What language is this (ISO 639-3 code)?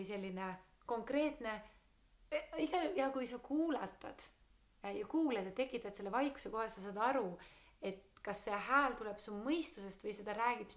est